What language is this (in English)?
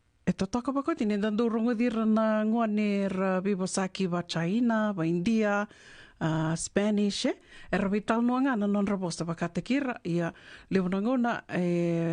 Fijian